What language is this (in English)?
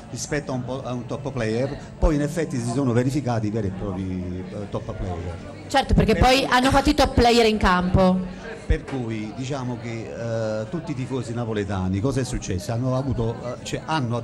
Italian